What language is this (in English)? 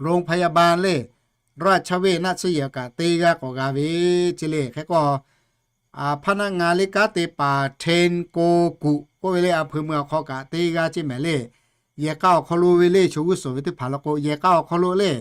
Lahu